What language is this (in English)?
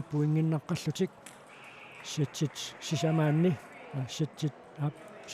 Kalaallisut